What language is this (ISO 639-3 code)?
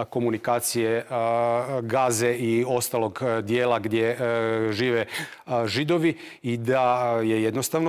hrv